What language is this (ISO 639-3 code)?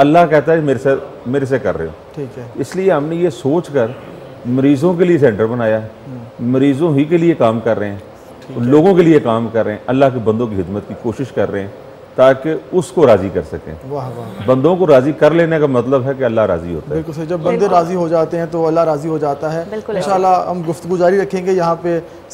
urd